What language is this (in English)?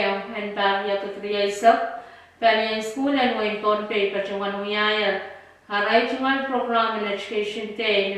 Pohnpeian